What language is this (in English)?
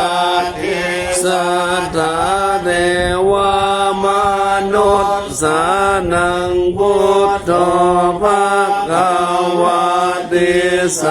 Pali